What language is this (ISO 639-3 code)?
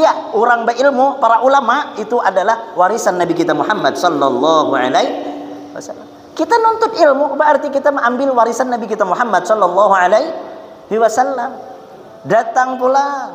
bjn